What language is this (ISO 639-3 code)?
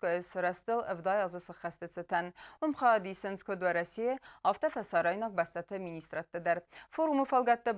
oss